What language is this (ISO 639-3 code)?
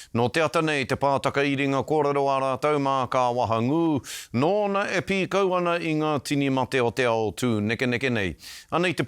mri